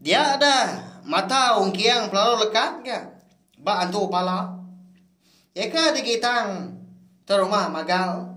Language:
Iban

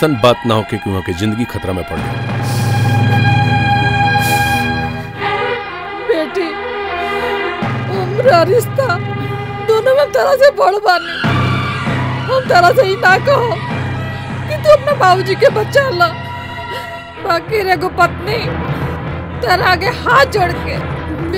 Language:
Bhojpuri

